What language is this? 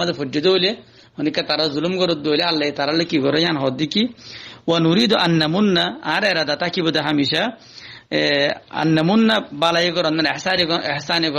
Rohingya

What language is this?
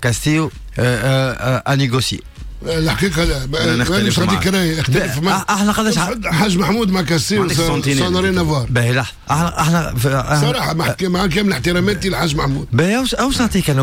Tunisian Arabic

